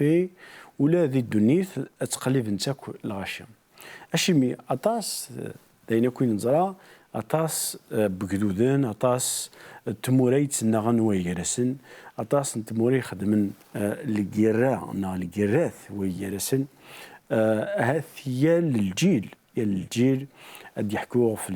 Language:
Kabyle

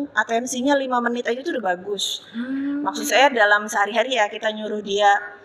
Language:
Indonesian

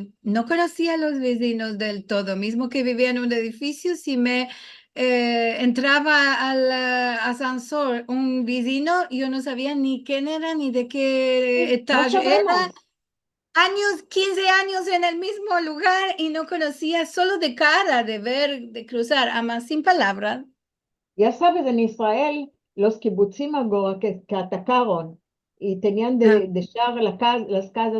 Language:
Ladino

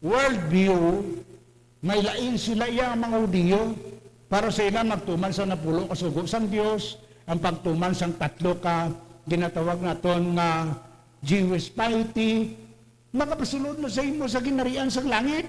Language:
Hiligaynon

